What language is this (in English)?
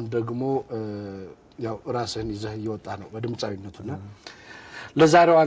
Amharic